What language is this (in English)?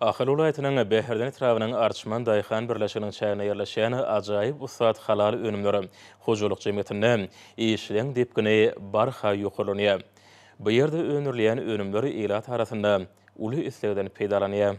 Turkmen